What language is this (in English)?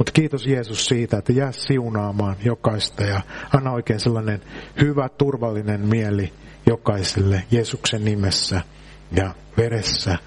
Finnish